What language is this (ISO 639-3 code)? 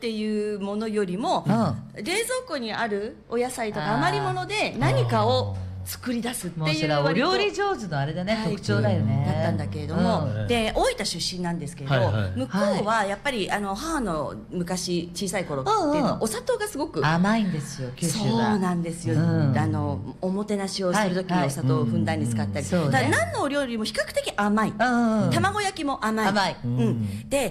jpn